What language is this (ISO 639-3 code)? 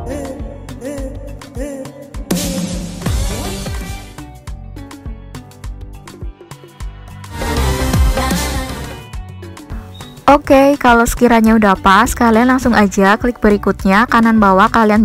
ind